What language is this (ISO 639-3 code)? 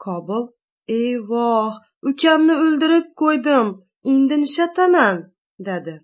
uzb